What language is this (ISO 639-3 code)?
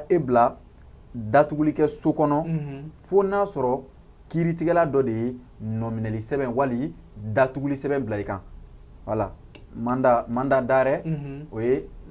bam